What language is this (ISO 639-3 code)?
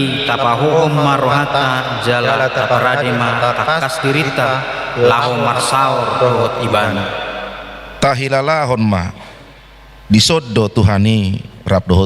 bbc